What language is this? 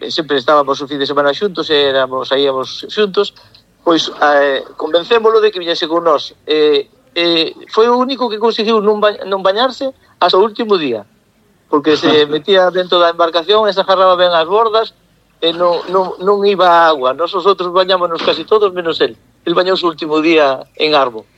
Galician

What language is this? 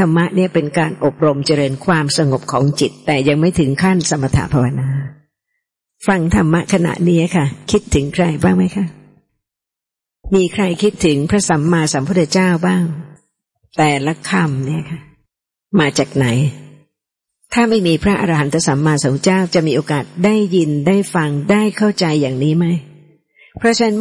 Thai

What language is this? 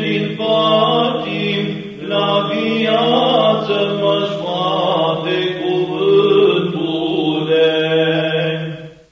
Romanian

